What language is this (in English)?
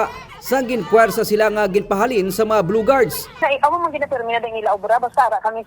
Hiligaynon